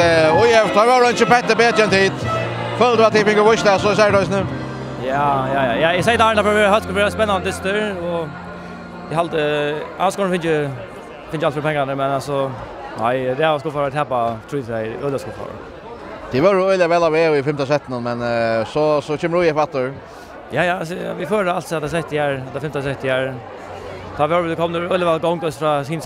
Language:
Faroese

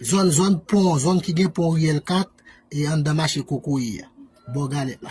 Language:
Haitian Creole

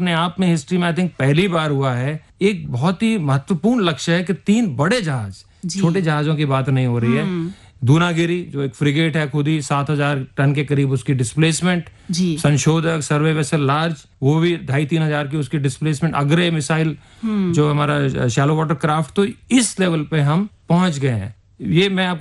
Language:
Hindi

